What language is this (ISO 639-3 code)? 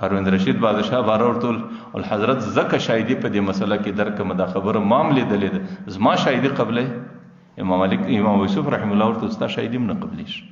pus